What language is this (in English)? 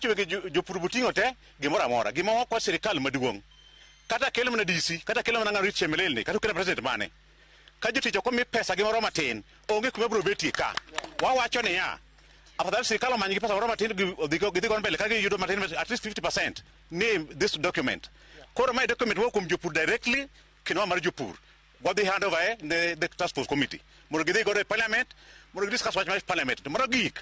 Luo (Kenya and Tanzania)